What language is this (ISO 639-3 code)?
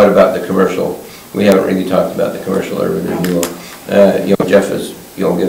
eng